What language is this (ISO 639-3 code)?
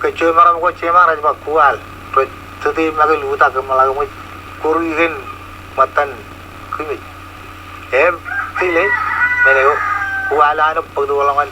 mah